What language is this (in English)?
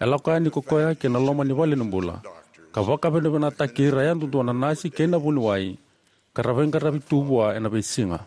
Fijian